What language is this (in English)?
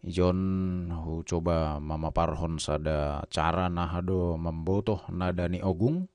Batak Simalungun